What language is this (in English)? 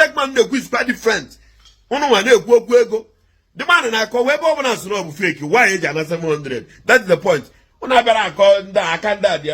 Igbo